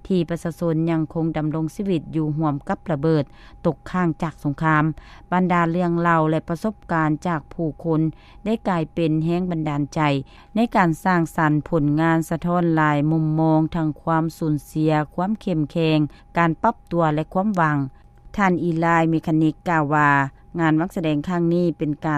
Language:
Lao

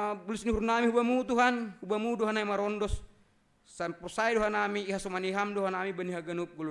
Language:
Batak Simalungun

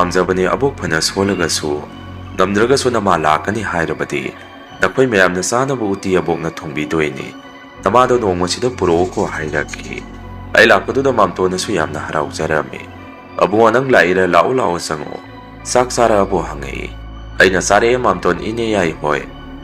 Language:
Manipuri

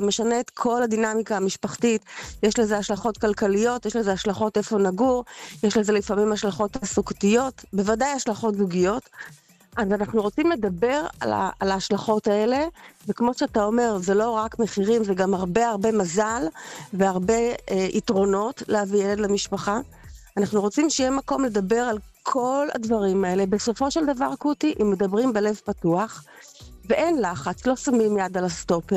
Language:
Hebrew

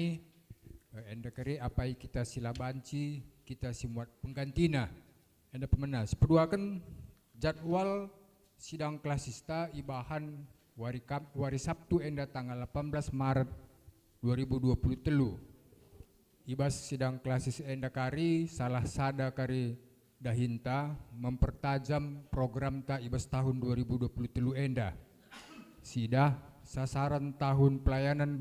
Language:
Batak Karo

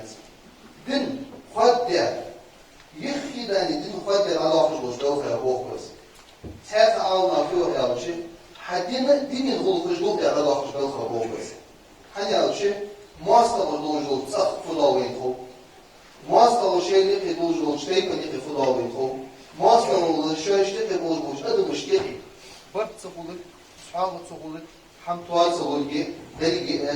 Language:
Ingush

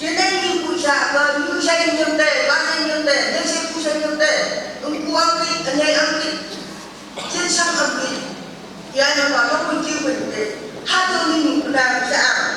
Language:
Phom Naga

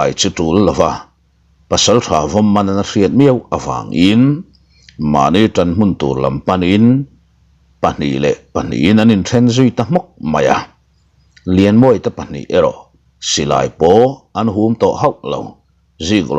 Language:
Mizo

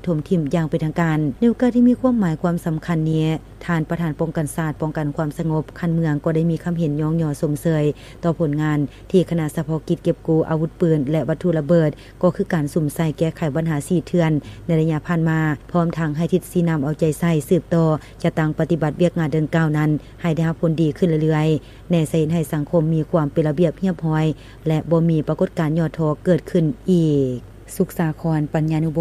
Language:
Lao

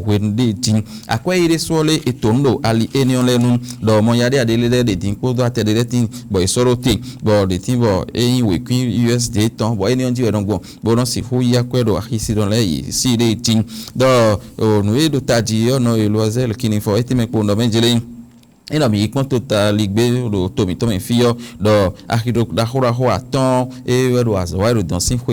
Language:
Fon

